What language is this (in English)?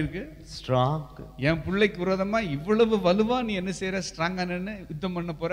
Tamil